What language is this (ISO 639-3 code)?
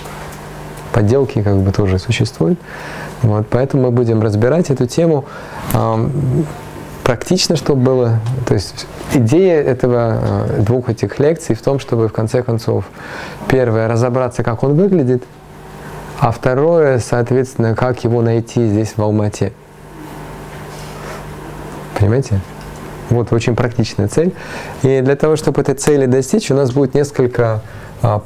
rus